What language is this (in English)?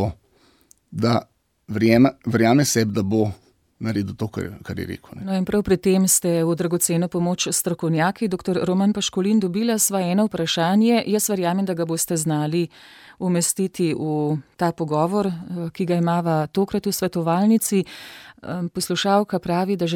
Slovenian